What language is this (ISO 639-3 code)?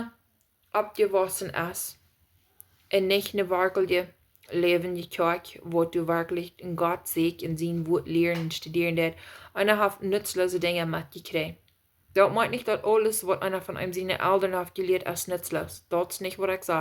pdt